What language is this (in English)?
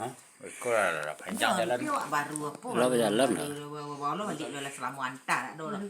Minangkabau